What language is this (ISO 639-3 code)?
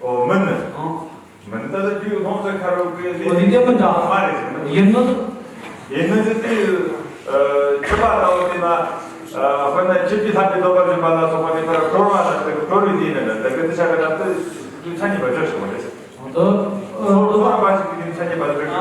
bod